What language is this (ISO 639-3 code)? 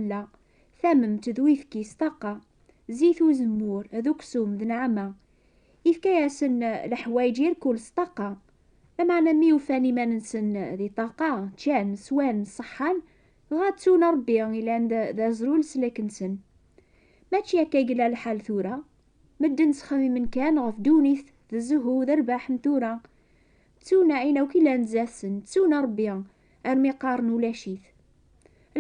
kab